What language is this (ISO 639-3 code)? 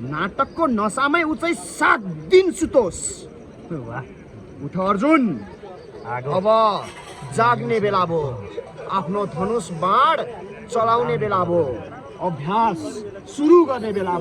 nep